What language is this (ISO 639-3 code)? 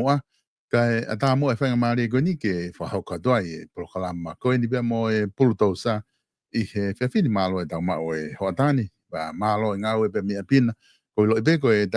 ton